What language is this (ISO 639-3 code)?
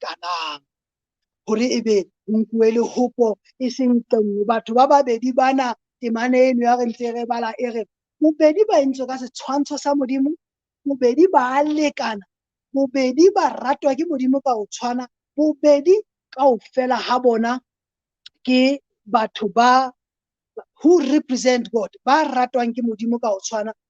sot